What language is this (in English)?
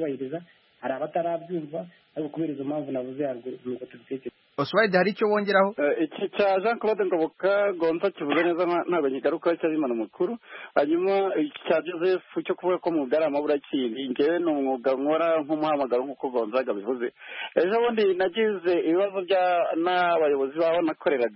Kinyarwanda